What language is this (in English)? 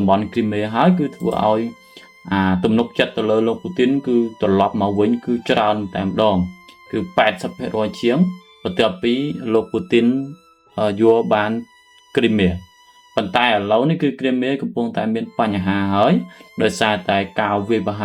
Khmer